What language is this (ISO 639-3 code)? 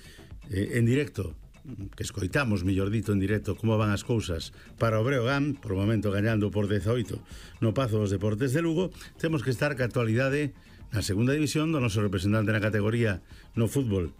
glg